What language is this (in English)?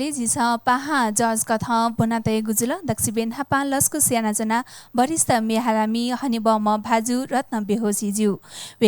Newari